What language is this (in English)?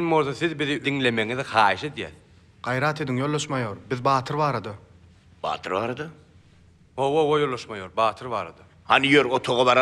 Turkmen